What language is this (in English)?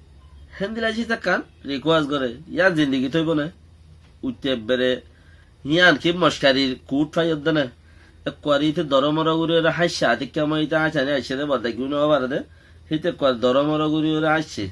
Rohingya